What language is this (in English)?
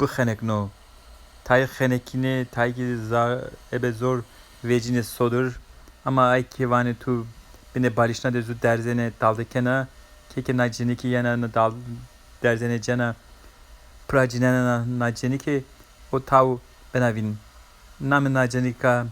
Zaza